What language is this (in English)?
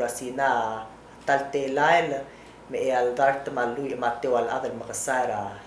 Palauan